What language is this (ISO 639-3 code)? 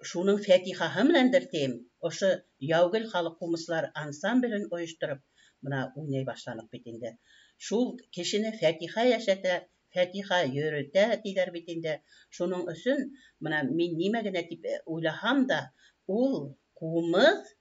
bak